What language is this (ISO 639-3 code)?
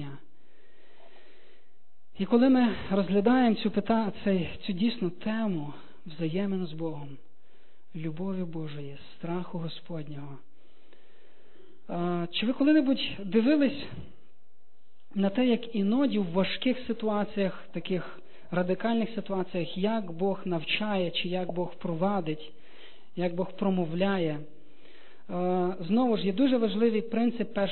ukr